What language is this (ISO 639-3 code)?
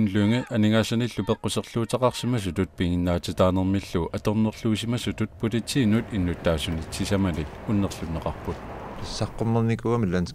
kal